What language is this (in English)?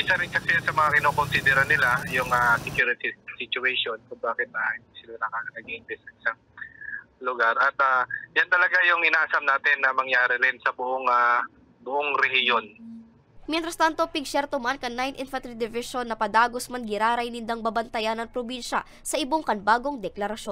Bikol